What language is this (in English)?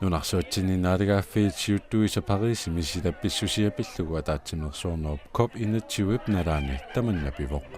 Kalaallisut